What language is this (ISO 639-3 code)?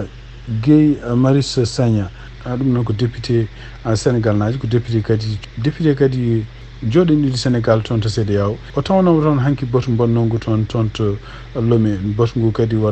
ful